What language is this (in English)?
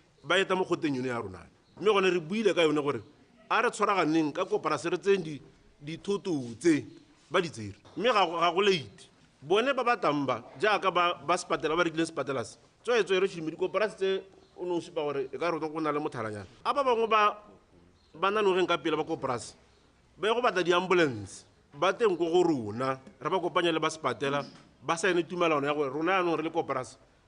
Tswana